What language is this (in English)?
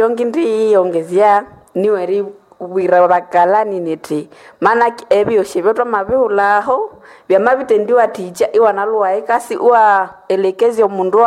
Nande